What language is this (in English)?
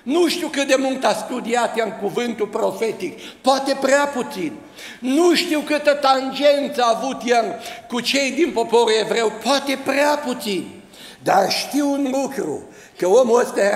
Romanian